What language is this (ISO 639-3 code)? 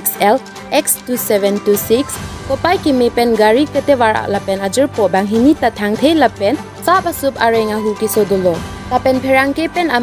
mjw